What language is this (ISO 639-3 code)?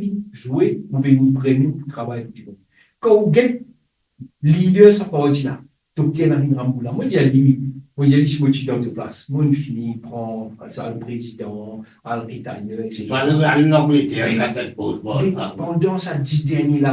mfe